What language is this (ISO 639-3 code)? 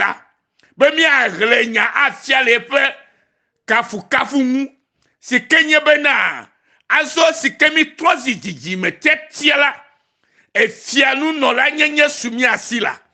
ewe